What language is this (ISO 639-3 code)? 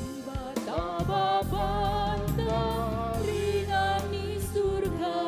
btx